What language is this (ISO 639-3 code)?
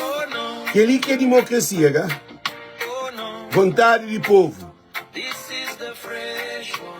kea